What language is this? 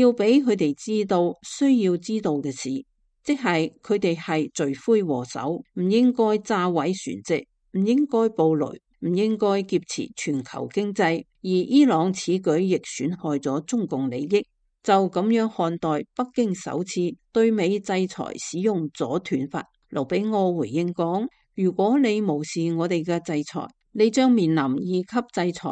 Cantonese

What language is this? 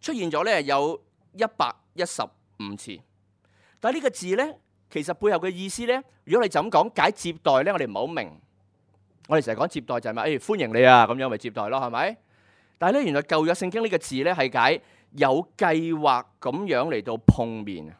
Cantonese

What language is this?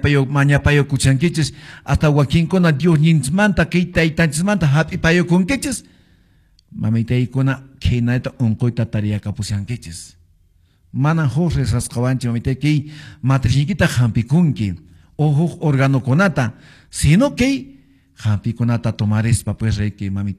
Quechua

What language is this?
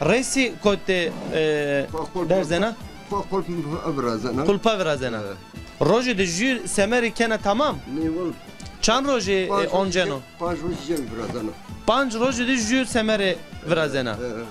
Zaza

